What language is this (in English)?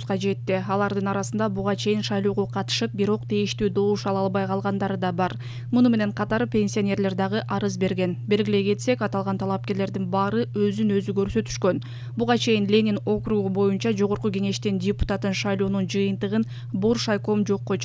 Kyrgyz